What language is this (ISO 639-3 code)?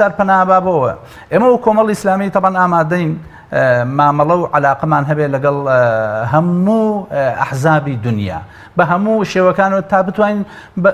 ckb